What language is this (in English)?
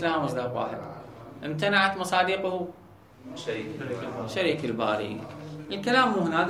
Mesopotamian Arabic